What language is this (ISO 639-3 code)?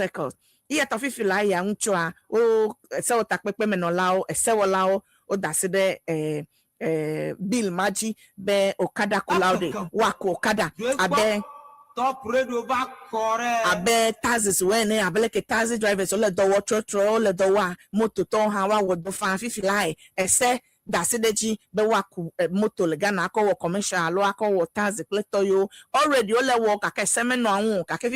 ewe